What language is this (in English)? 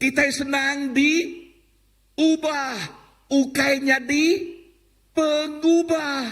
Iban